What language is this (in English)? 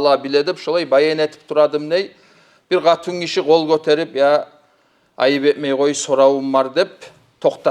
Kumyk